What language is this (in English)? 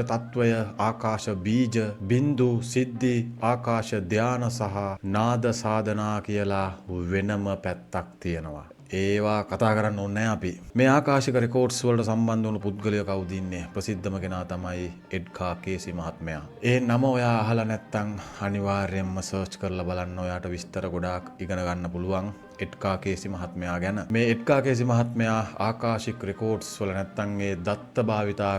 Sinhala